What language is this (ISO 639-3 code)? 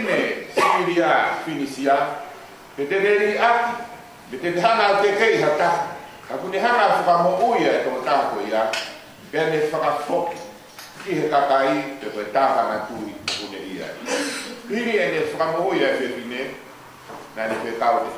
ton